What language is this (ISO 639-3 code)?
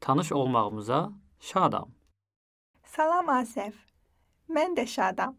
aze